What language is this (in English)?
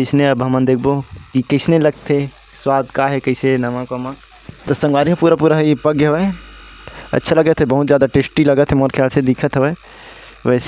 Chhattisgarhi